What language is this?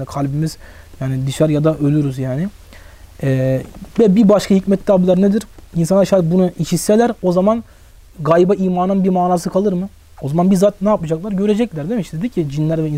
Turkish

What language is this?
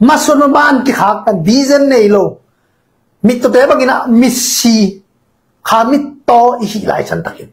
Tedim Chin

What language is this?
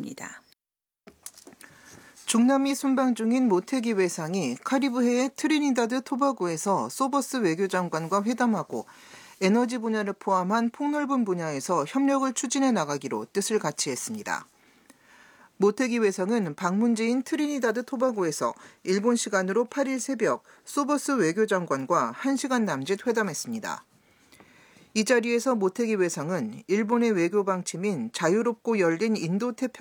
Korean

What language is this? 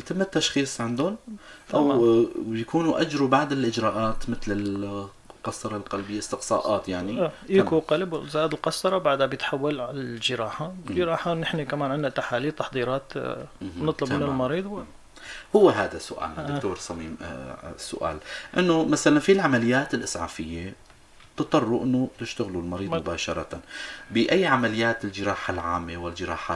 North Levantine Arabic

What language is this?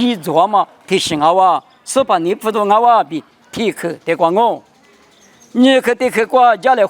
Lisu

